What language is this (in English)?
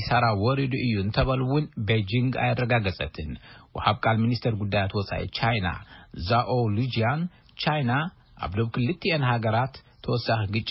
Tigrinya